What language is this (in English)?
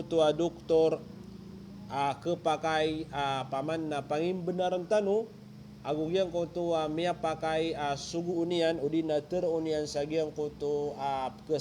Maranao